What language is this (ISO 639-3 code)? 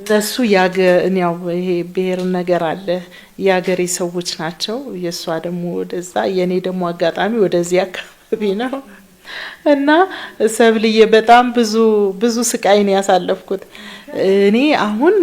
amh